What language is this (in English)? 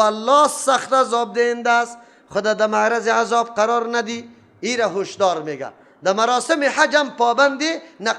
Persian